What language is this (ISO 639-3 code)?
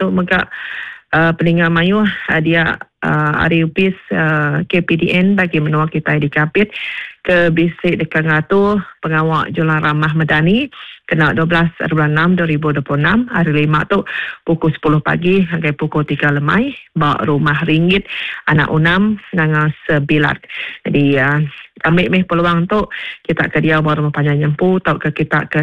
iba